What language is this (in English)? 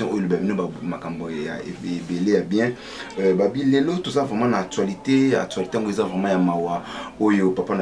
Lingala